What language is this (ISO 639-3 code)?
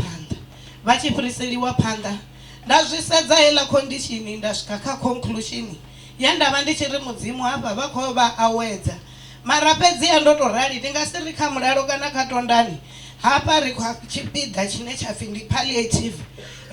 ven